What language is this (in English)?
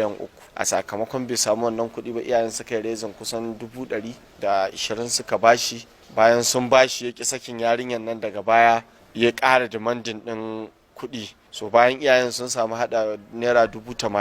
Hausa